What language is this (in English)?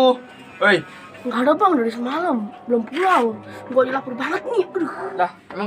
Betawi